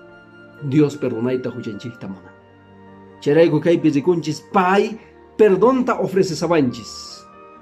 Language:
Quechua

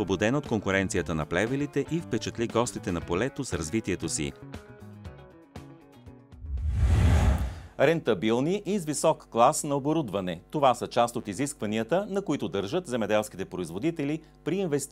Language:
Bulgarian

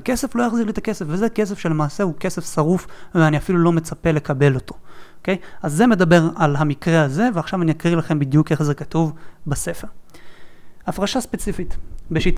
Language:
Hebrew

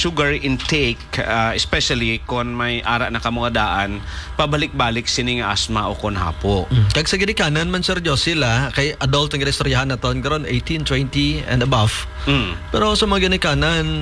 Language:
Hiligaynon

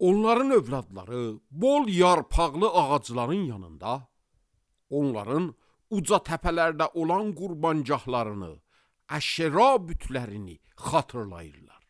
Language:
Azerbaijani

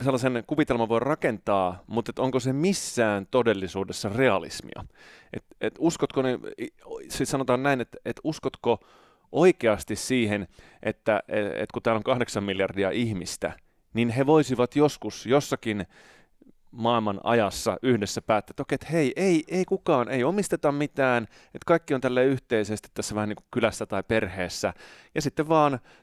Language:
Finnish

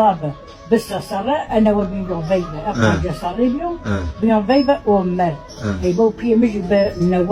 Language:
Zaza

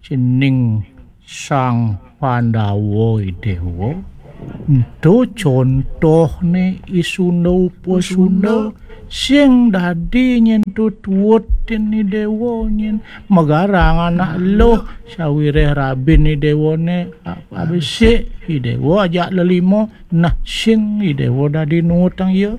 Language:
Balinese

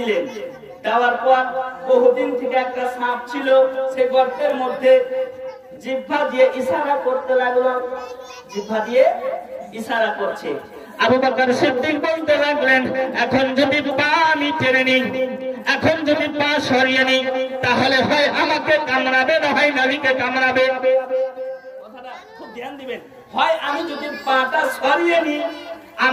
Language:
Bangla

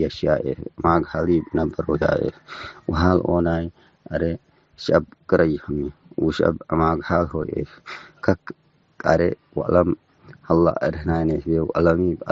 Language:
Tigre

